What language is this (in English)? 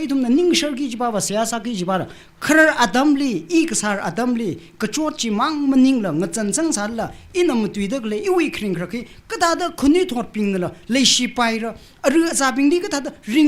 Tangkhul Naga (India)